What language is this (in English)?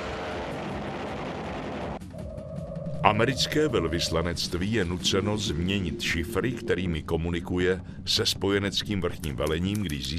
Czech